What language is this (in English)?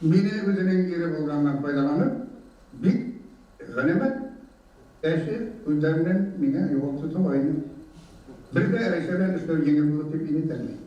Bashkir